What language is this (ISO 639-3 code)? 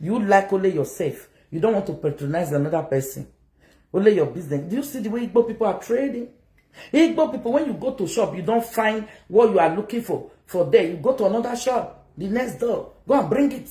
pcm